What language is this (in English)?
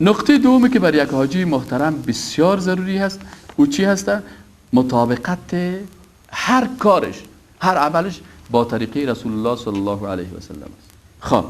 Persian